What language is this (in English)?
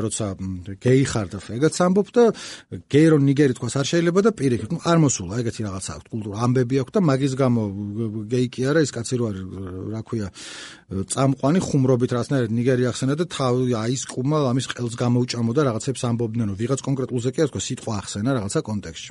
Georgian